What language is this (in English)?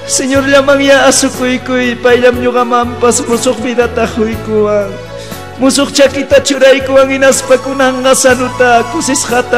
Ayacucho Quechua